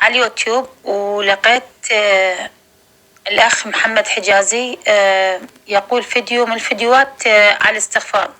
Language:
North Levantine Arabic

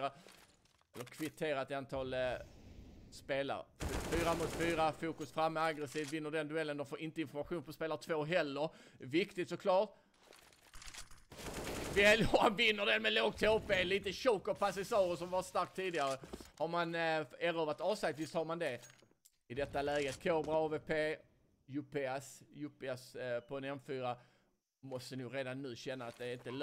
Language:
Swedish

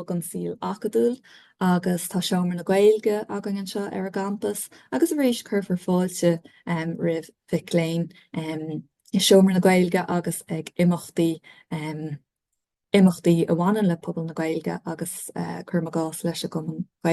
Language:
Irish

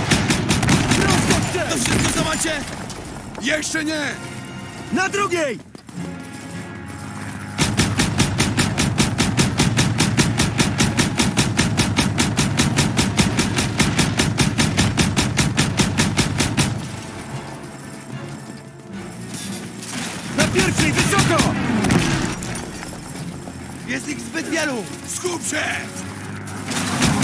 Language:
Polish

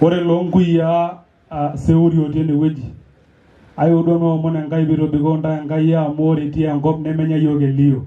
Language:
Masai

